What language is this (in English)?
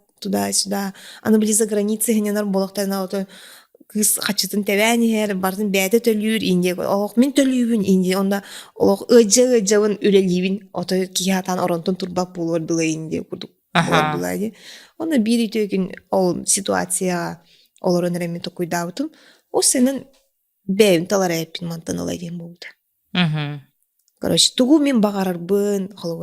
Yakut